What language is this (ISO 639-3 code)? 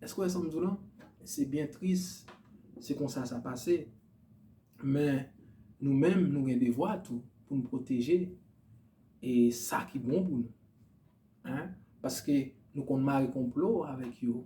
hat